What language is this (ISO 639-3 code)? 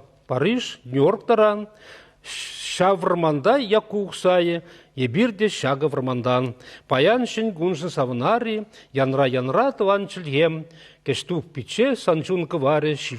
chv